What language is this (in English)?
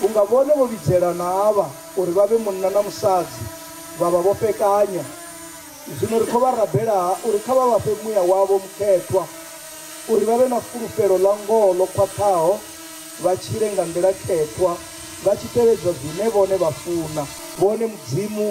Venda